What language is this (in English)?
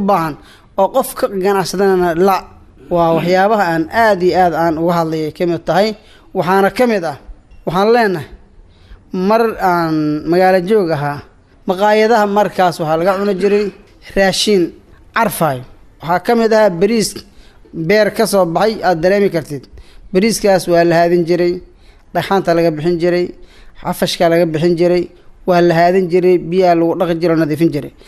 Somali